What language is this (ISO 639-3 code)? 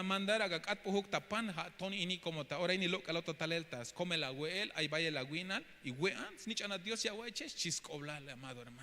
tzh